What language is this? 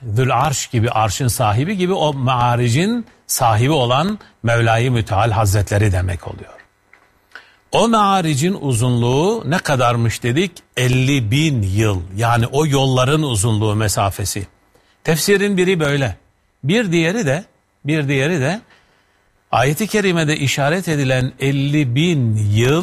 Turkish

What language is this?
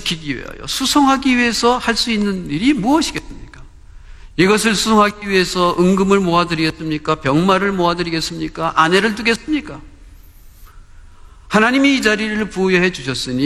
Korean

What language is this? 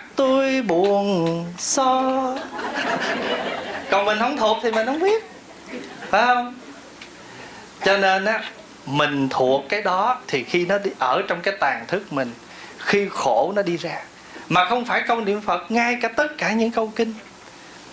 Vietnamese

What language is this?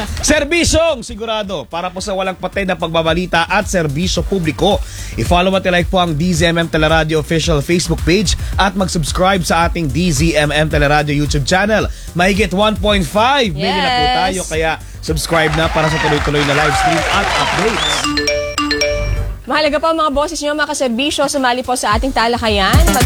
Filipino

